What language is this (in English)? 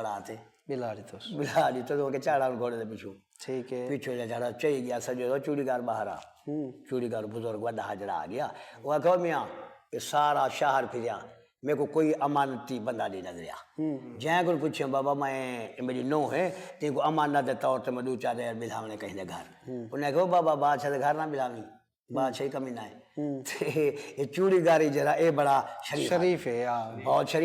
Saraiki